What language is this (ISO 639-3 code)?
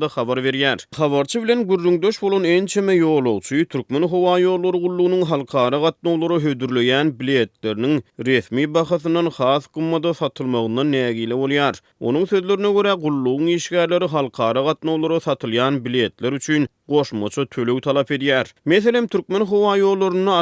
tuk